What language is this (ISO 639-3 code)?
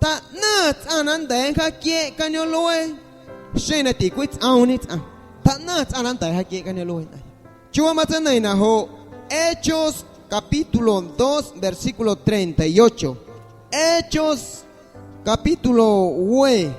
amu